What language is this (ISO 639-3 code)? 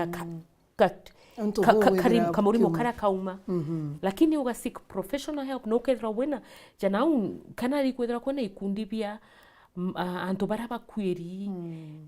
mer